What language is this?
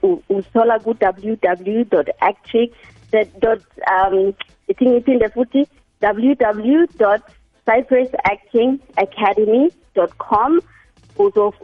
South Ndebele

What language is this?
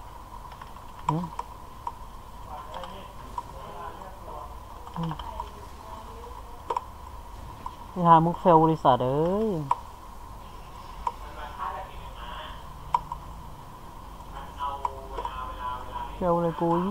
Thai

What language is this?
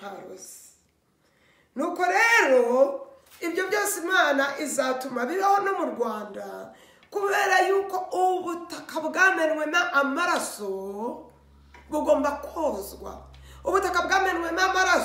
Kinyarwanda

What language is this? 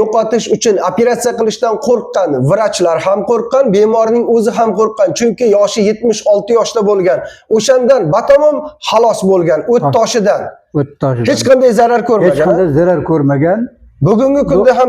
Uzbek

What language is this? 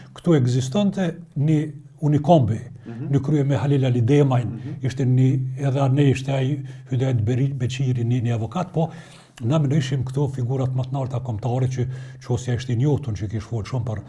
Albanian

